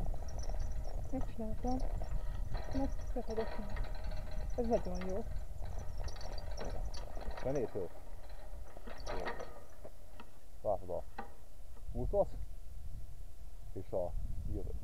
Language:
Hungarian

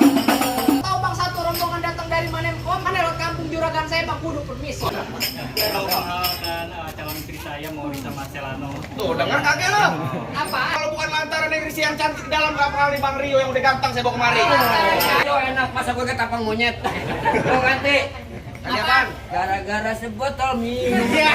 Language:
Betawi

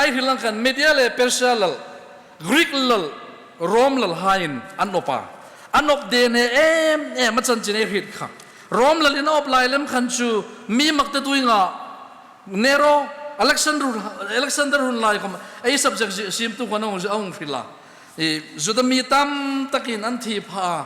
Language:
Hmar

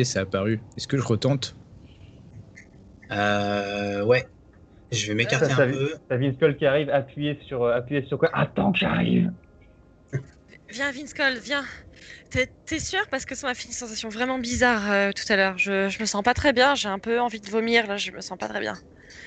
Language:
French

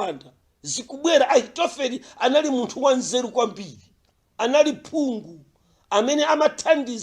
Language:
Nyanja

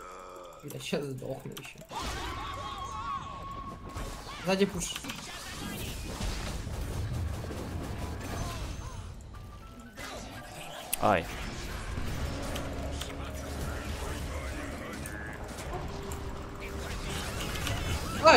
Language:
Russian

